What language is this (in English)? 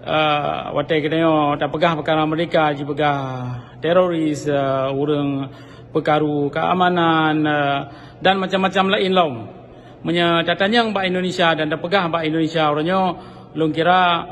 Achinese